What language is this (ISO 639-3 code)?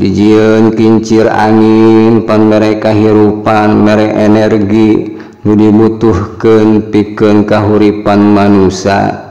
sun